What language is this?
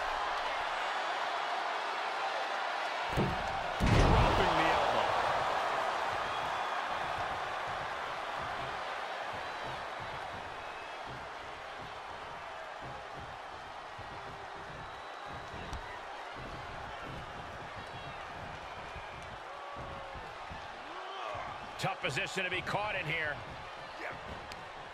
English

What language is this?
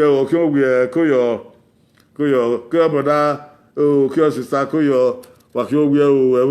Bini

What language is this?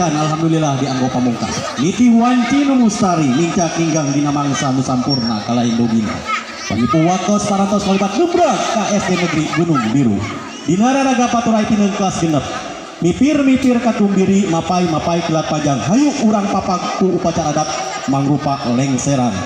Sundanese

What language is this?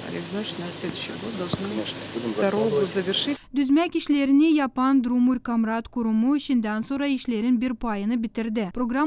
Gagauz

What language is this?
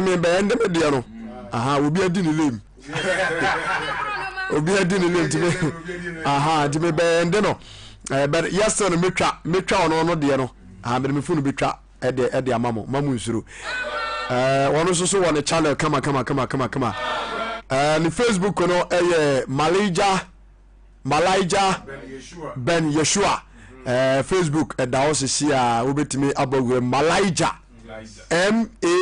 Akan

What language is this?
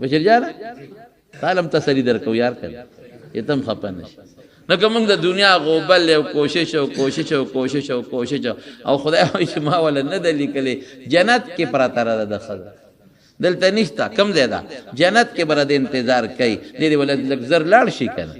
Pashto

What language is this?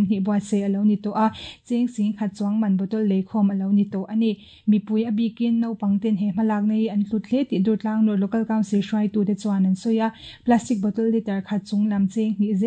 Mizo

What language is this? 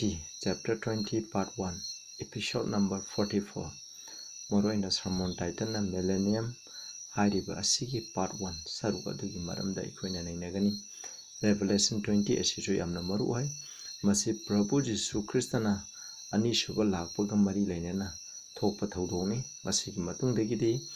Manipuri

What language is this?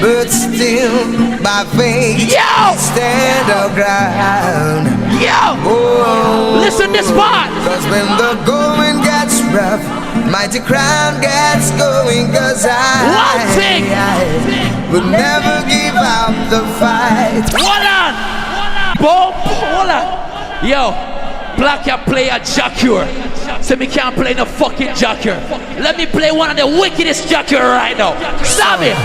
Jamaican Creole English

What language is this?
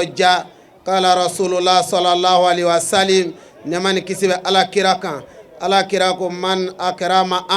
Bambara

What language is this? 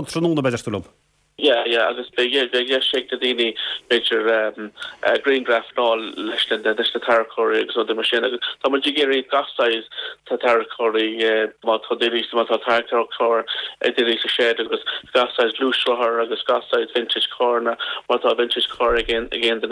Irish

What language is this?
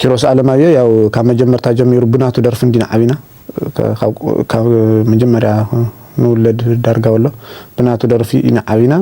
Tigrinya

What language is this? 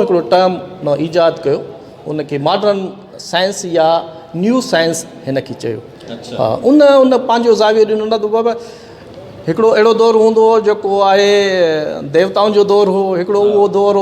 Sindhi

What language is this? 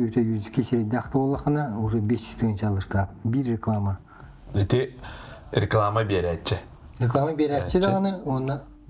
Yakut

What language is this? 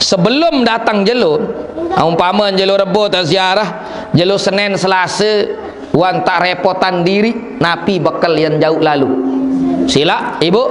Sasak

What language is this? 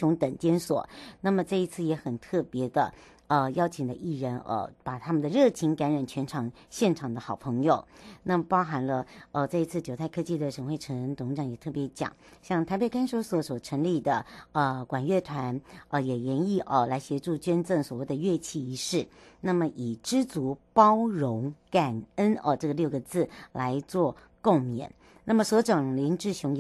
Chinese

